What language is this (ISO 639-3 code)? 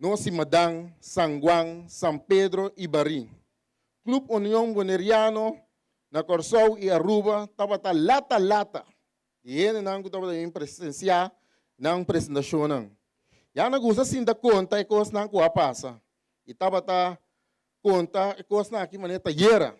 pap